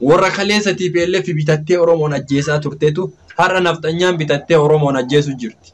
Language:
Oromo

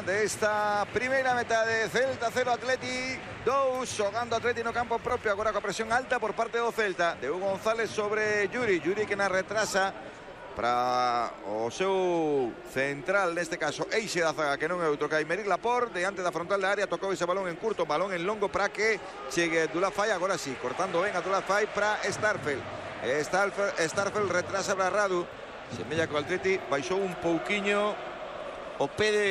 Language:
Galician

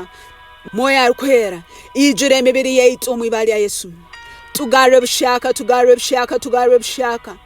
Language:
Tooro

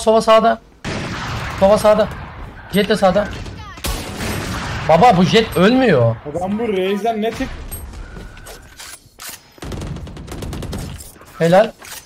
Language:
Turkish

